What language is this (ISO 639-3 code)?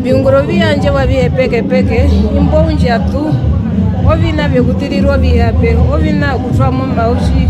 her